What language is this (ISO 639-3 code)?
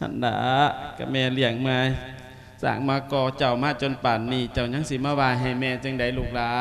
lao